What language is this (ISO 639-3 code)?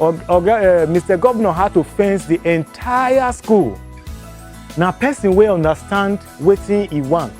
pcm